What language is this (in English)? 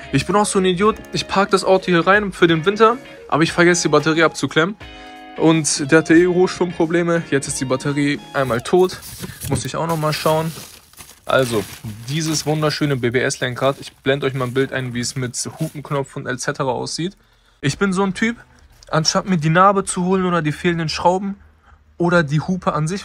German